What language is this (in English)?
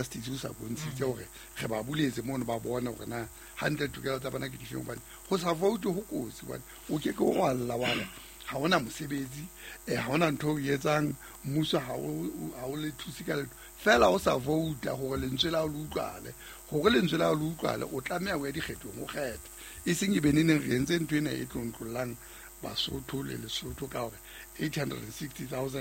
Southern Sotho